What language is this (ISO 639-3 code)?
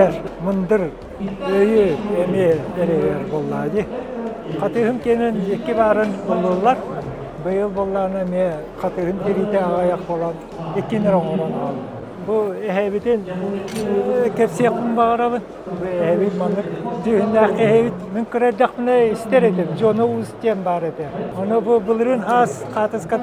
sah